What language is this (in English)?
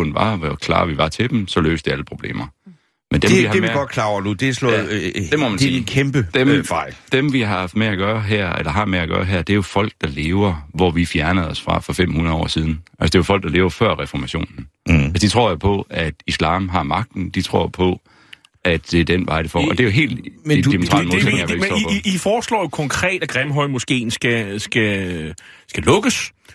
Danish